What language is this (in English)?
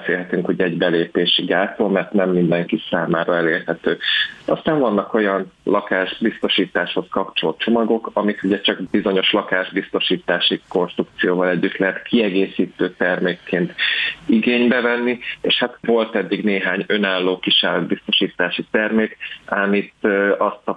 Hungarian